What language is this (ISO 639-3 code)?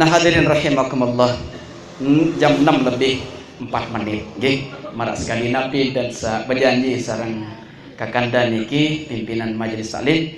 sas